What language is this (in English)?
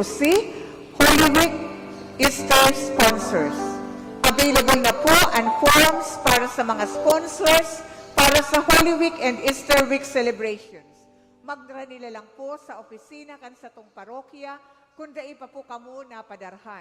Bikol